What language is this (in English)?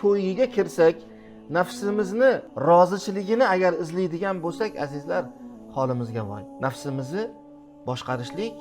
Uzbek